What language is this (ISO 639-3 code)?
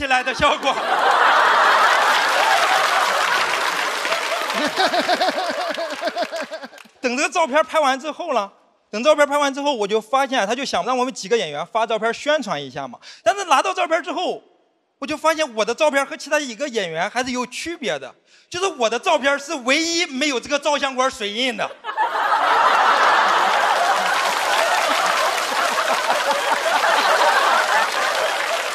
zho